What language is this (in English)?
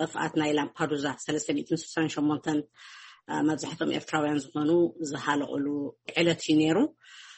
Tigrinya